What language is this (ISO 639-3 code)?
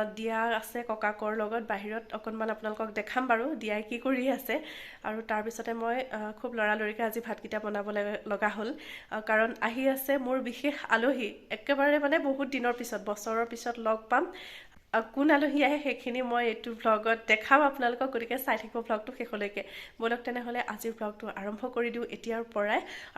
asm